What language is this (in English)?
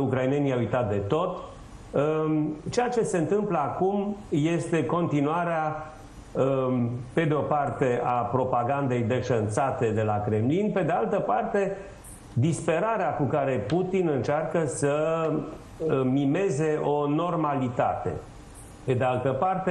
Romanian